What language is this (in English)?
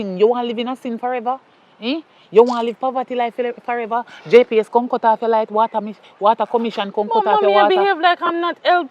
Jamaican Creole English